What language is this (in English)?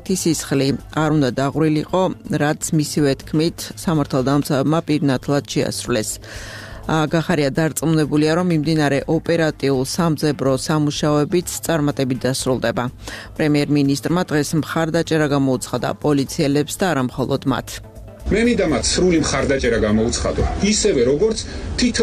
Georgian